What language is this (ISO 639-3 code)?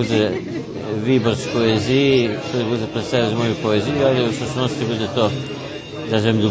rue